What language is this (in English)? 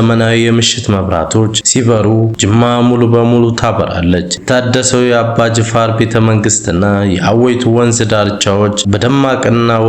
Amharic